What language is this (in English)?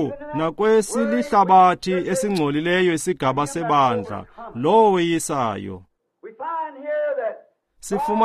Xhosa